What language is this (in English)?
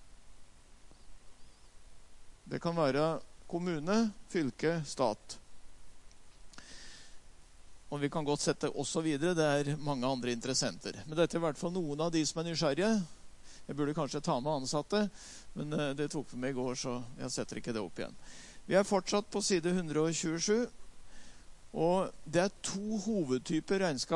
Norwegian